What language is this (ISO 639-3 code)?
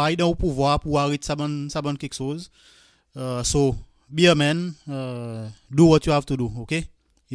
crs